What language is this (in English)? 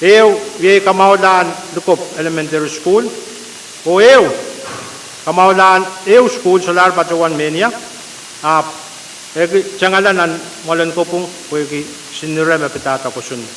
Pohnpeian